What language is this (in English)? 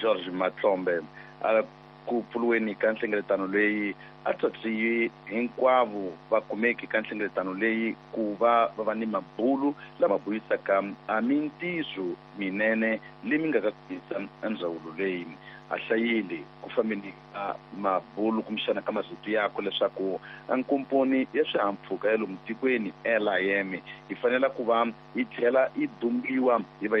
Tsonga